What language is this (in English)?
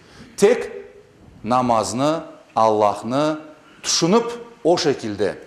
Crimean Tatar